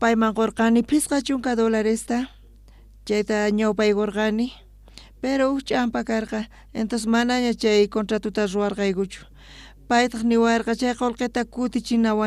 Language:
South Bolivian Quechua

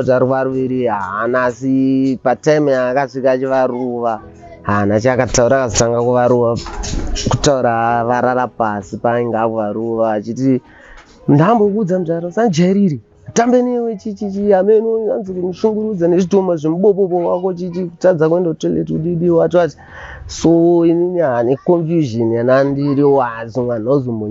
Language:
Shona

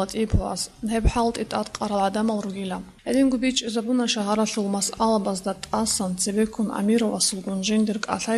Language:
Avaric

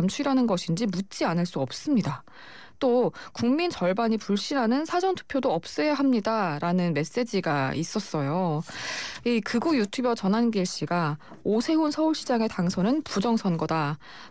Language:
Korean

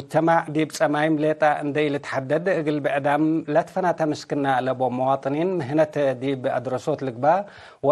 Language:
Tigre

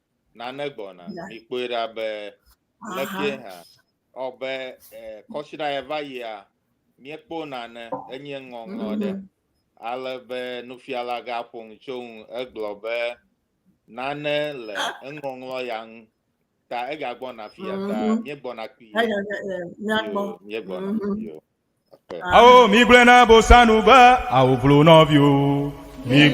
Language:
Ewe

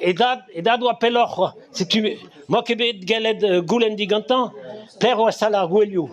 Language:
Breton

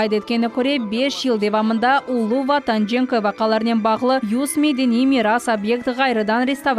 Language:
Crimean Tatar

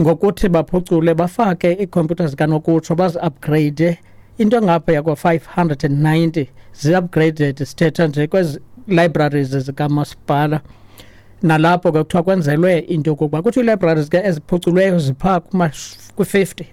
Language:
Xhosa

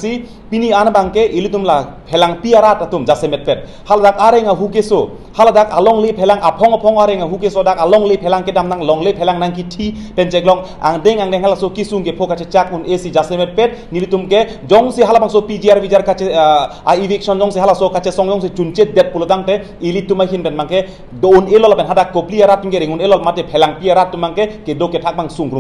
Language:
Karbi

